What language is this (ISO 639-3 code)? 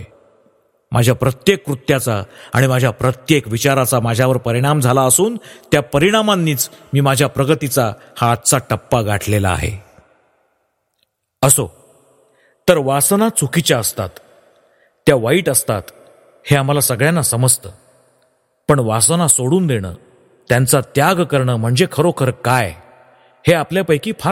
mar